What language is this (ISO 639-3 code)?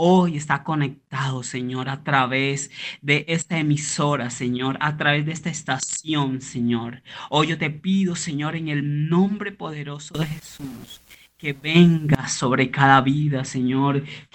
spa